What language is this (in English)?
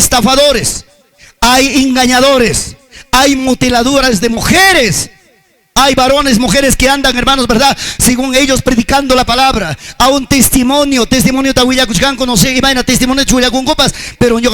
Ayacucho Quechua